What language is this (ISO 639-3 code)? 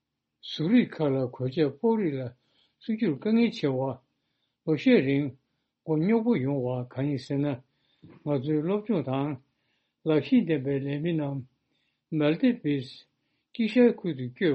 bod